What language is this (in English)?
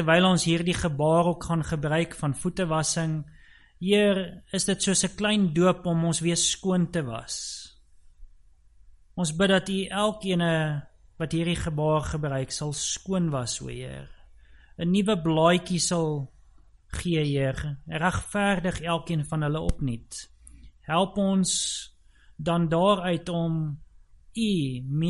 Afrikaans